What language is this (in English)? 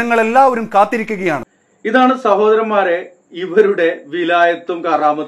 Malayalam